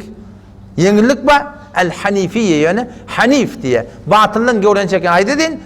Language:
Turkmen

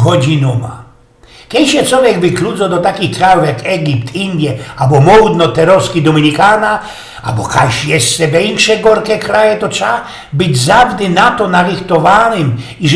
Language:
Silesian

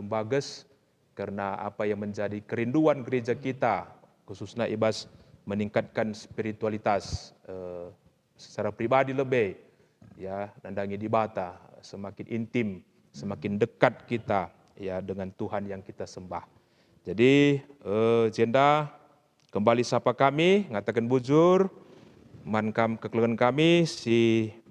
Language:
Batak Karo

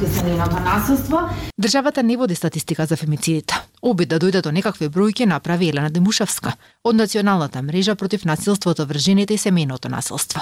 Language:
Macedonian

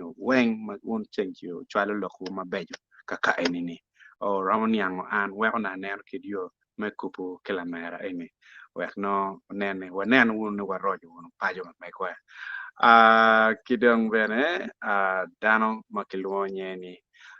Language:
Acoli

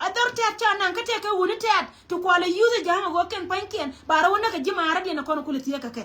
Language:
Nuer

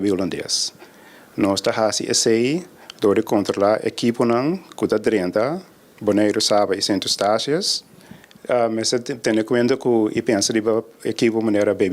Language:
Papiamento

